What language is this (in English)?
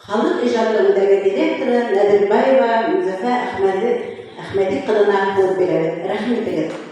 Bashkir